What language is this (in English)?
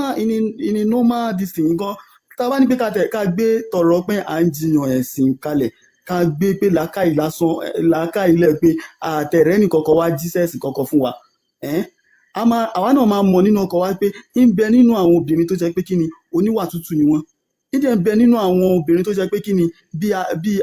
Yoruba